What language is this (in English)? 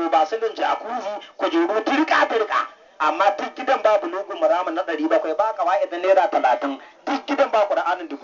Hausa